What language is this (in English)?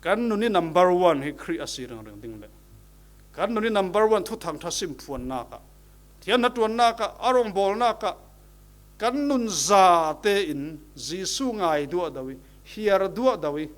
Falam Chin